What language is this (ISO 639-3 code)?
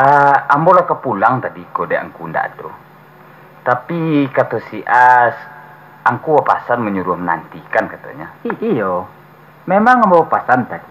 min